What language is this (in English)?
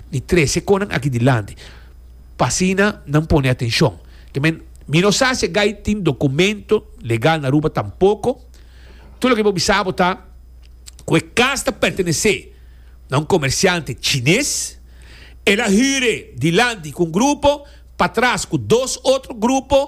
Papiamento